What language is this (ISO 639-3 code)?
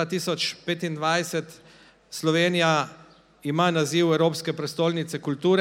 slv